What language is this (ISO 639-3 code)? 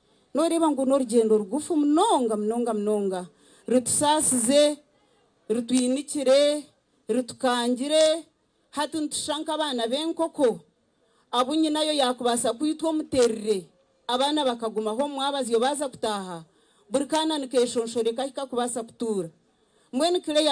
nyn